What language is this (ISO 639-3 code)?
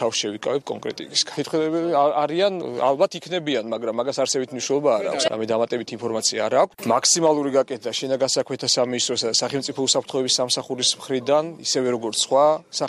kat